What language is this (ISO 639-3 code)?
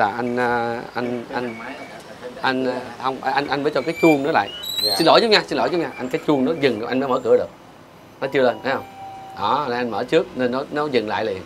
vie